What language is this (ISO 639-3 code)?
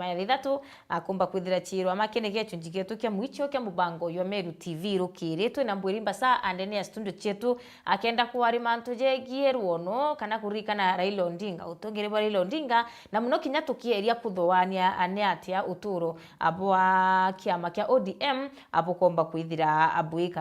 mer